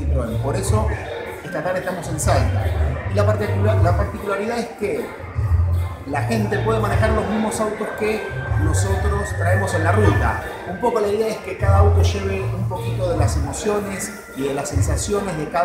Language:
Spanish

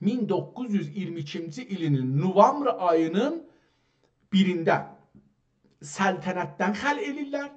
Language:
South Azerbaijani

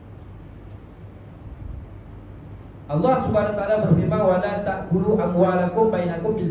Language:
Malay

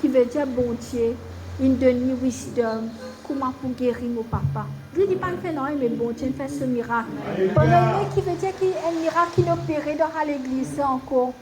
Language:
Morisyen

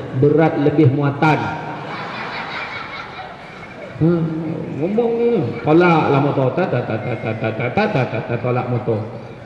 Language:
Malay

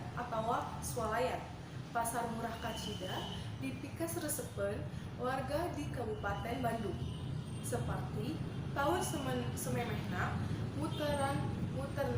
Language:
Sundanese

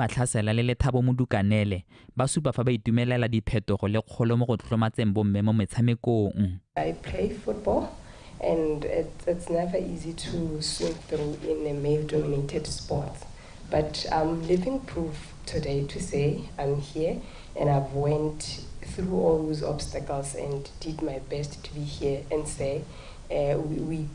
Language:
Tswana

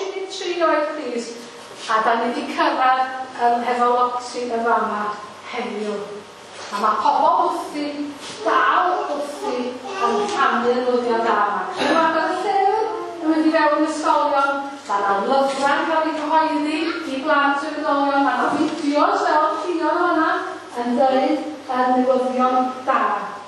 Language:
Welsh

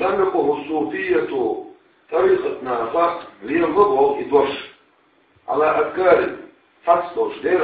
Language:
Chechen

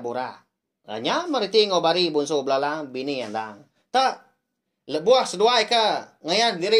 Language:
Iban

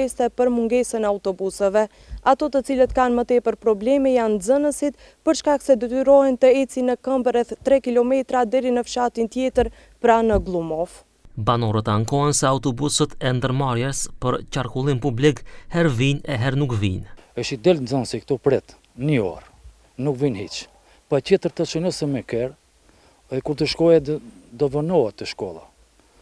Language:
Albanian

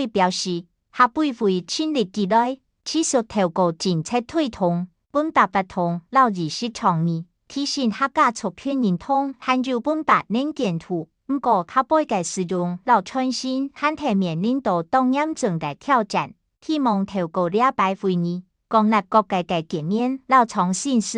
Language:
Hakka Chinese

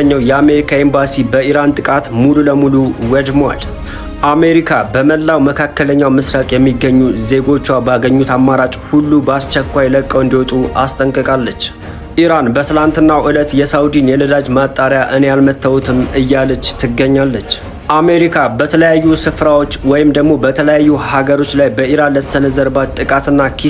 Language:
Amharic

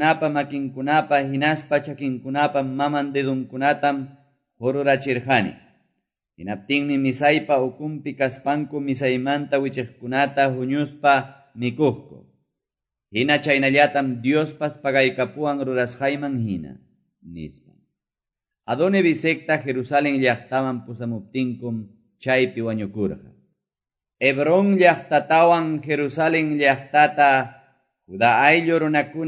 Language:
Quechua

